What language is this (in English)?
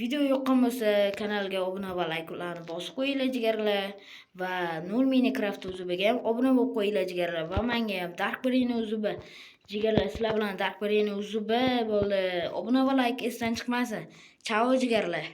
Uzbek